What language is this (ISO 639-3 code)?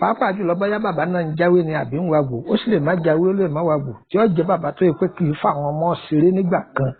yor